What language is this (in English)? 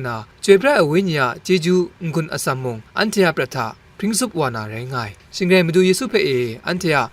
Kachin